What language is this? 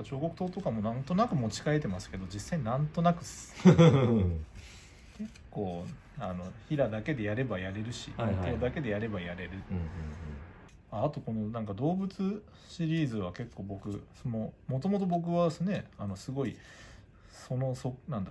Japanese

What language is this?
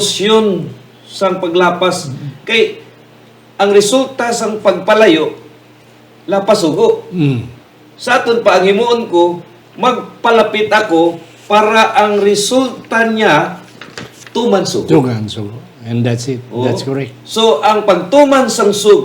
Hiligaynon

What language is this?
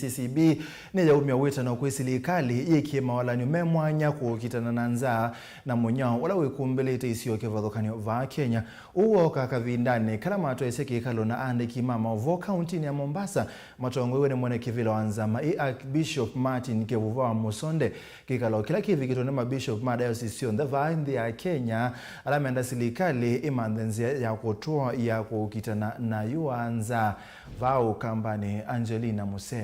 Kamba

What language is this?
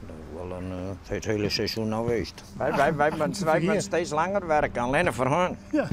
Western Frisian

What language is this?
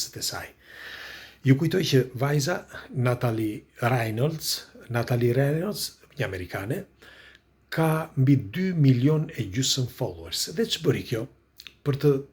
Albanian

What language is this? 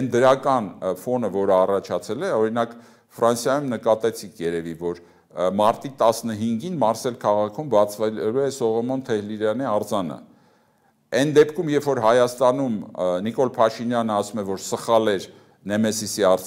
Armenian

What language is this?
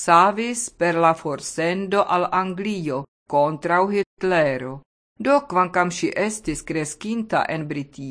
Esperanto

